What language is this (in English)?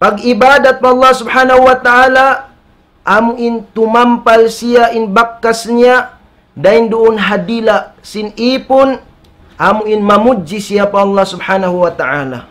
Tausug